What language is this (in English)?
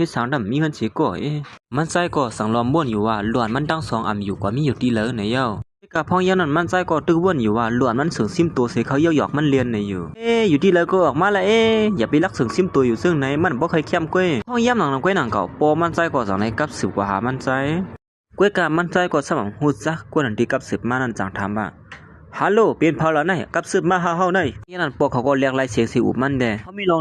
Shan